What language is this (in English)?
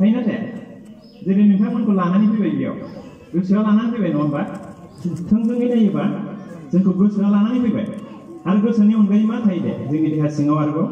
Bodo